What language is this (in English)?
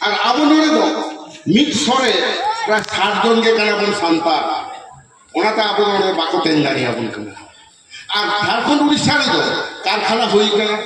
Santali